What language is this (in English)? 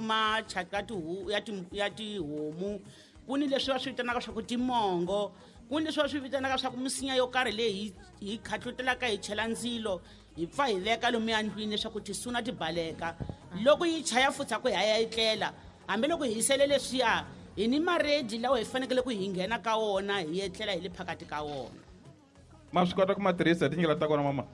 Tsonga